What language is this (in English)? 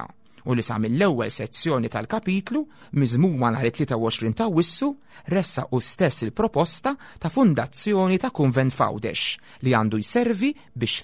Maltese